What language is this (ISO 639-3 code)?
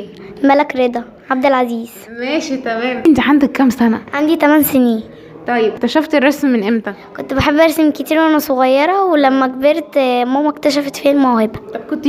arz